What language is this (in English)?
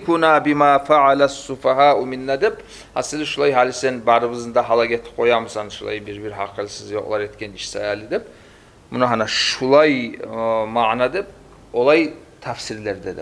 Kumyk